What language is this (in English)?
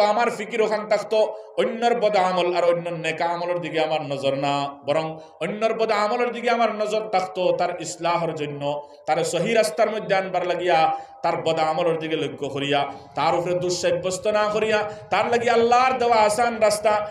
Sylheti